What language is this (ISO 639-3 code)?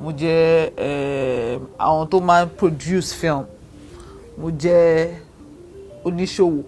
yor